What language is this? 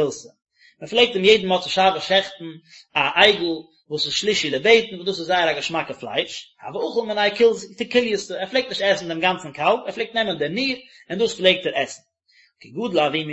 Yiddish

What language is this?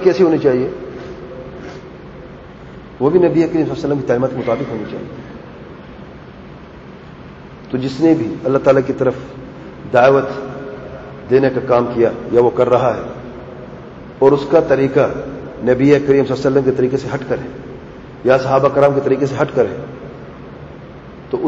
Urdu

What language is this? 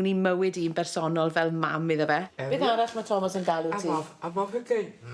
Welsh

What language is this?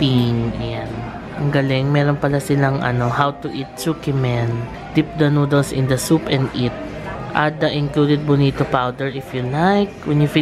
Filipino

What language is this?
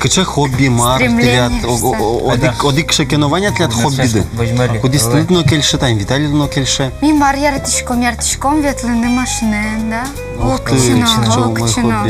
Udmurt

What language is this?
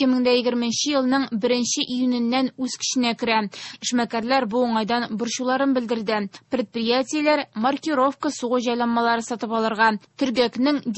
Tatar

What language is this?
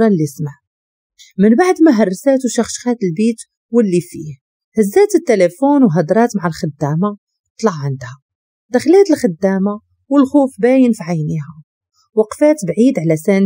Moroccan Arabic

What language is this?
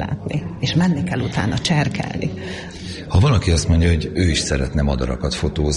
Hungarian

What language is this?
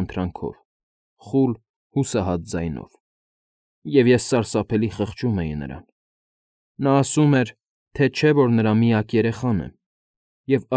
Armenian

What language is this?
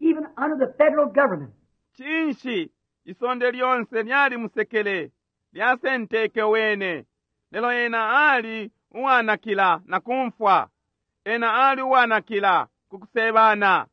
Bemba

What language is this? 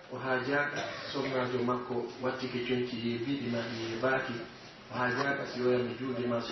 Pular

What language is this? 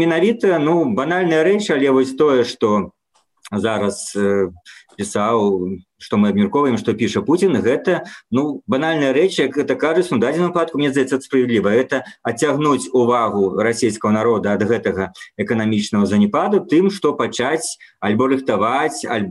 Belarusian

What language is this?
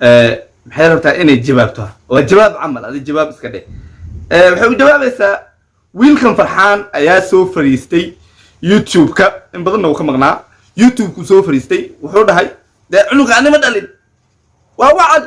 Somali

